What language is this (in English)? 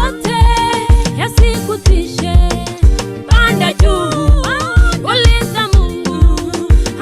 Kalenjin